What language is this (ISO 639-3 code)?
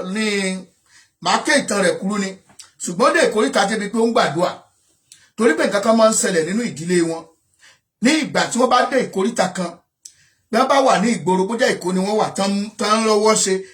yor